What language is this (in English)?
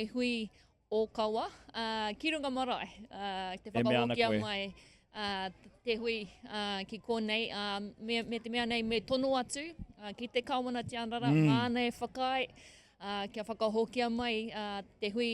Māori